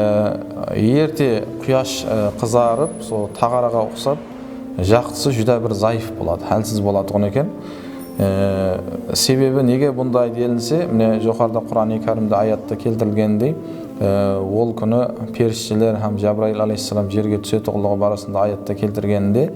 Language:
Kara-Kalpak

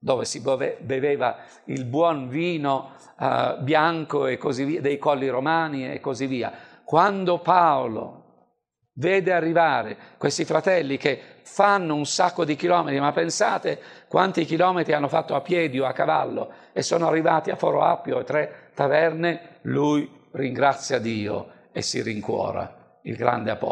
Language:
Italian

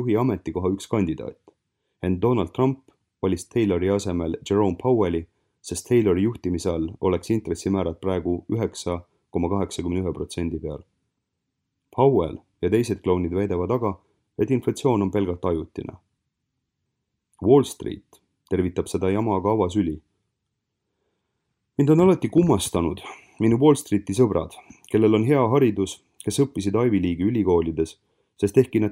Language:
Estonian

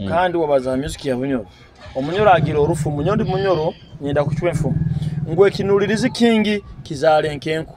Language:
Nyoro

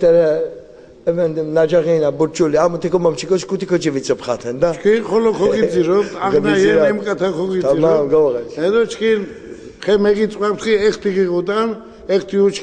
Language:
Laz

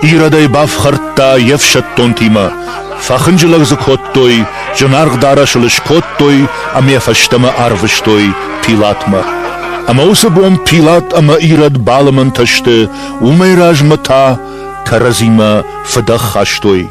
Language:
Ossetic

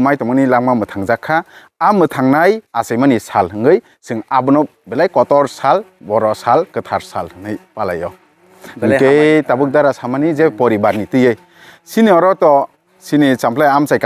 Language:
Kok Borok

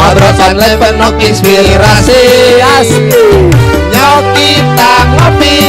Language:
Betawi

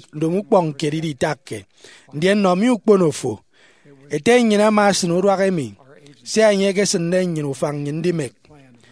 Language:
Efik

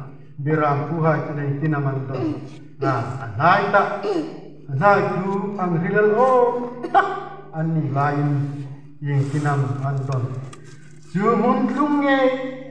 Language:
Hmar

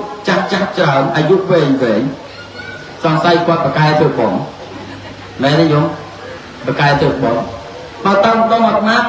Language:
Khmer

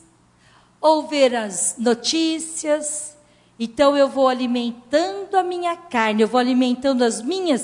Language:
Portuguese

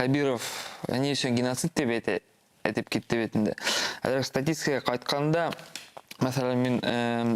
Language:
Bashkir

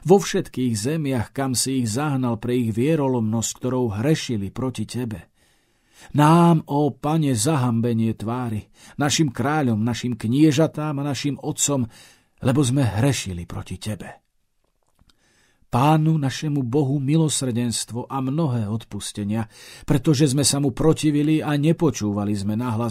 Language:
Slovak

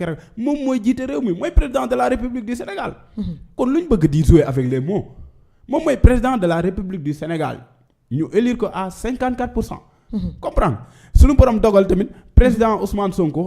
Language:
Wolof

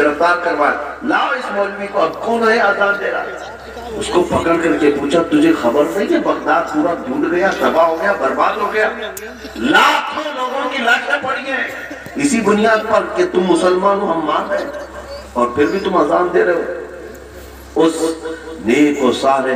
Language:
Urdu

